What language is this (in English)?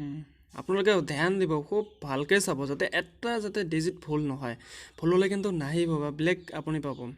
Assamese